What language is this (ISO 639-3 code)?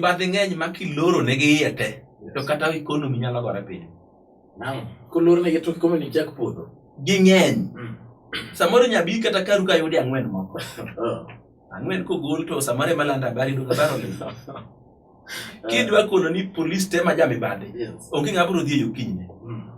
luo